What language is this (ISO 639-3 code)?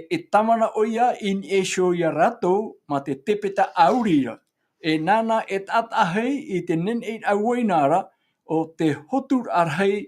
tah